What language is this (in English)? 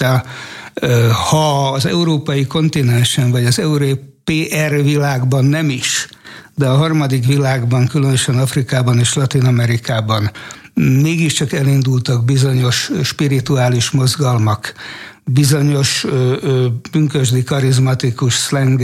Hungarian